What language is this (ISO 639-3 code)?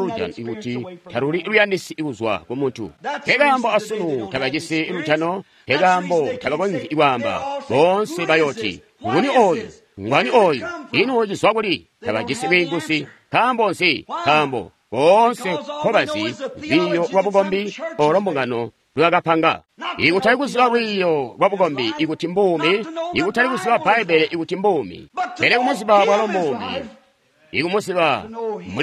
toi